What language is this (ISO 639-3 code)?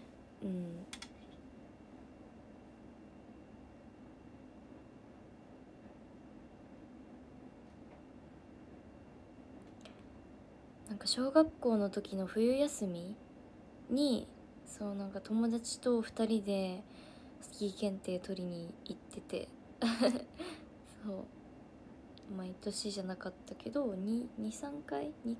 jpn